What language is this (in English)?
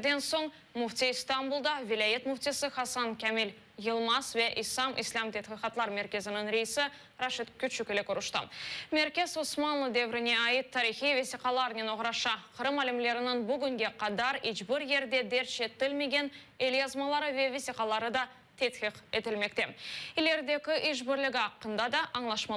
Crimean Tatar